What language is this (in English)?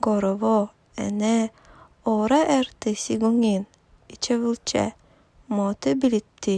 Evenki